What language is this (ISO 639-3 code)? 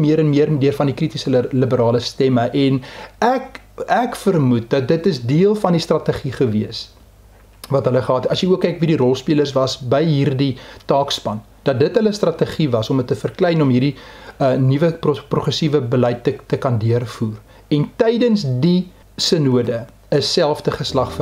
afr